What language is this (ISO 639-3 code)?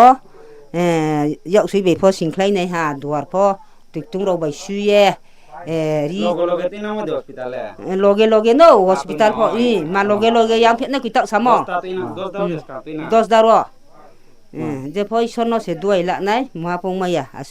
ria